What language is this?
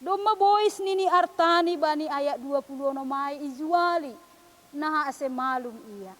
Batak Simalungun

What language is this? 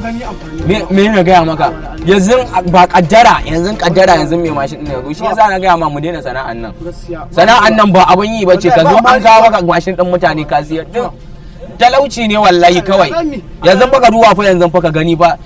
Hausa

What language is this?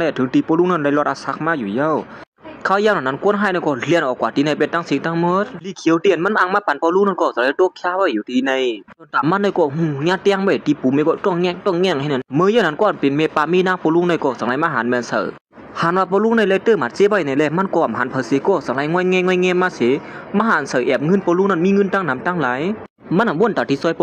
Shan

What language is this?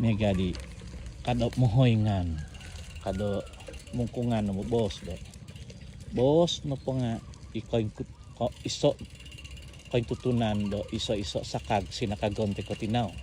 Central Dusun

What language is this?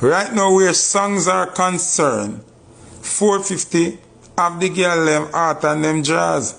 Jamaican Creole English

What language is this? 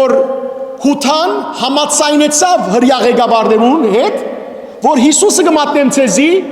Western Armenian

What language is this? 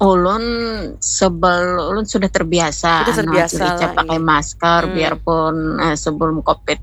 Banjar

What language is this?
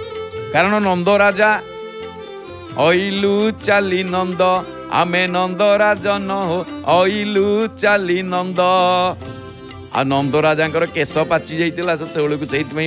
Odia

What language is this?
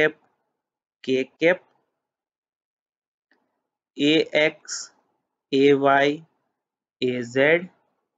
Gujarati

